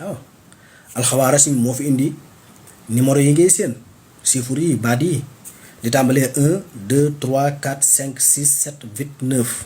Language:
Wolof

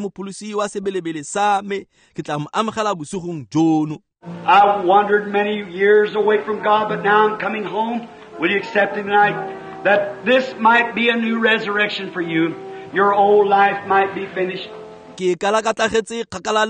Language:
Tswana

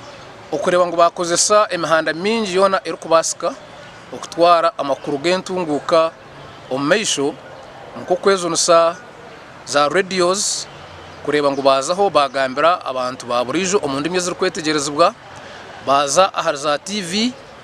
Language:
Nyankole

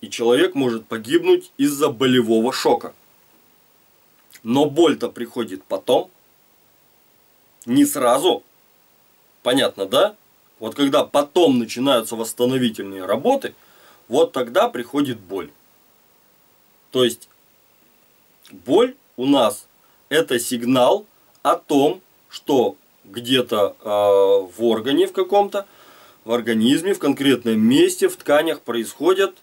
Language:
Russian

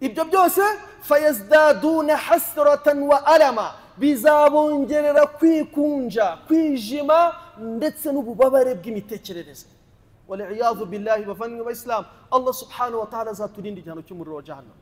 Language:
Kinyarwanda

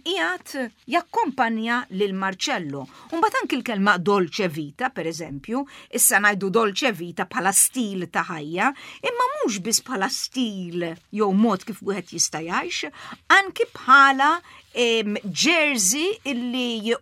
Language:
Maltese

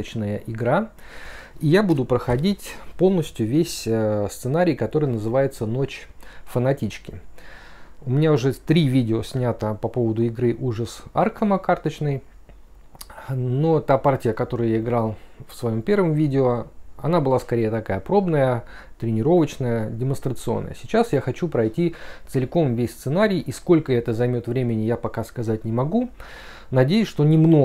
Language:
Russian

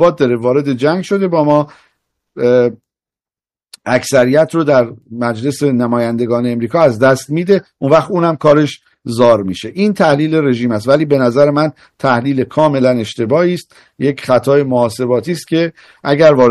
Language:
Persian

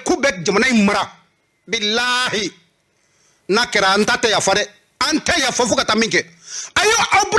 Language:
Bambara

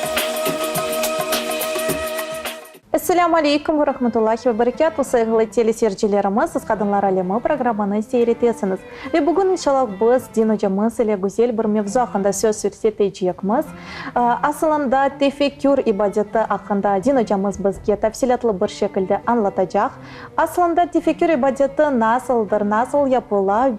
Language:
Crimean Tatar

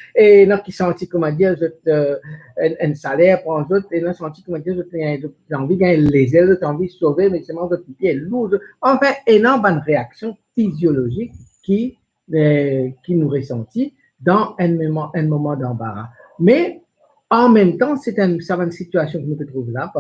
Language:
Morisyen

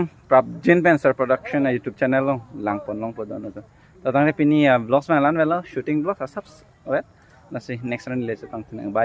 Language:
Karbi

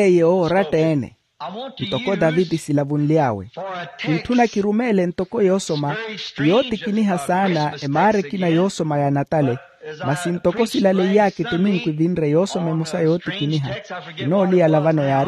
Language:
Makhuwa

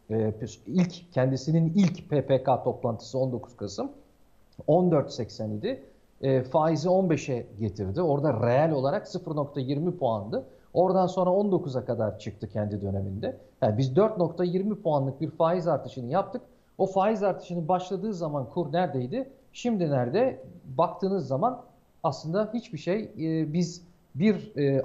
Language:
Turkish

